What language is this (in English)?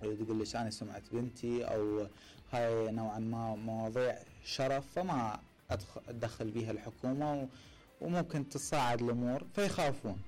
Mesopotamian Arabic